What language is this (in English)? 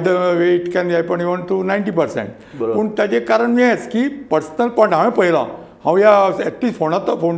Konkani